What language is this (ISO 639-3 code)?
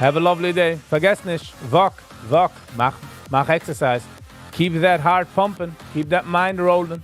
yid